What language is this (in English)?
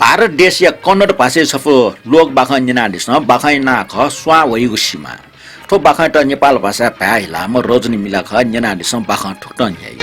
Newari